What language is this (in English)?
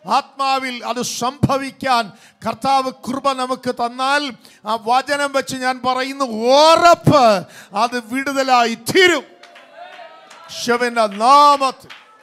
Malayalam